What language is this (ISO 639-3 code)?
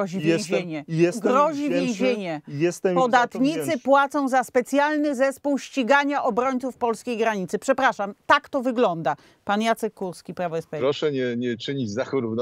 pol